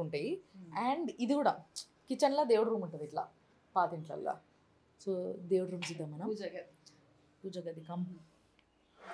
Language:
Telugu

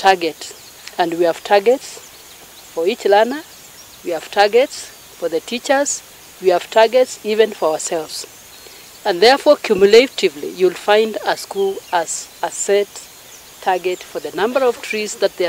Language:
Meru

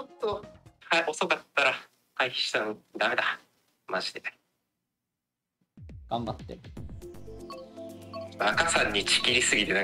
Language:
Japanese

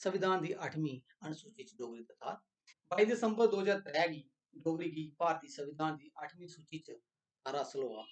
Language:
Dogri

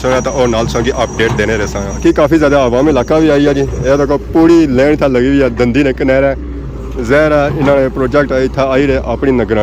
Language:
Pahari-Potwari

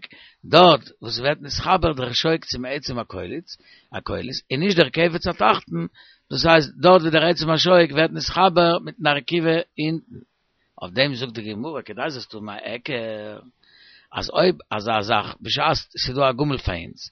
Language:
Yiddish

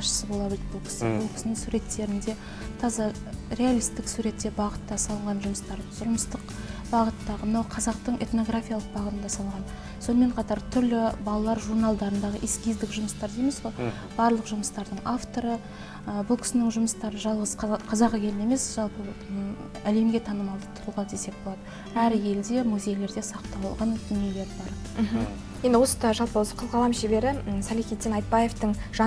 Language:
Kazakh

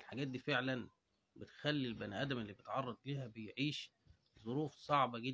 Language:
Egyptian Arabic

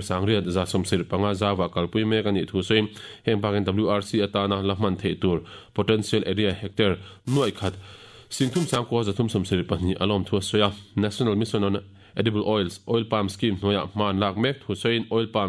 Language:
Mizo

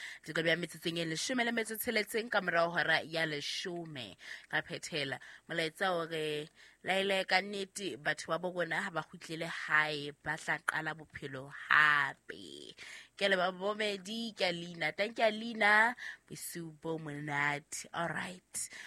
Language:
Southern Sotho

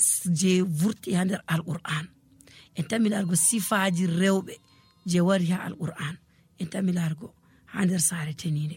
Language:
Nigerian Fulfulde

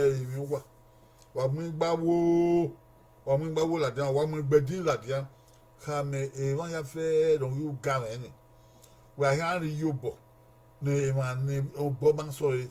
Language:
Bini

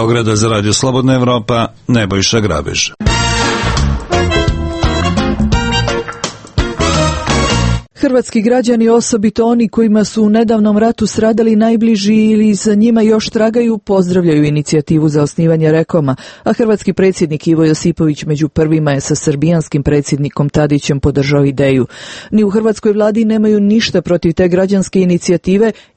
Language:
Croatian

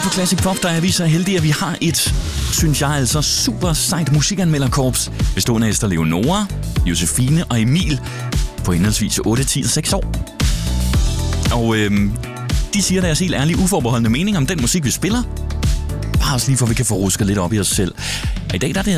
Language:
Danish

